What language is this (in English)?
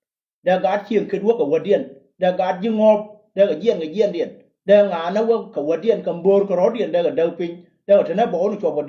Nuer